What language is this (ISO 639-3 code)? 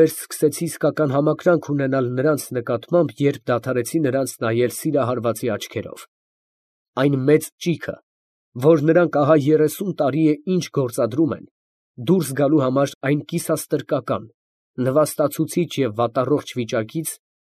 hye